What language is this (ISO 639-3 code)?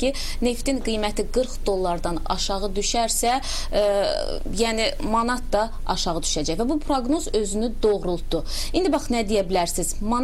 aze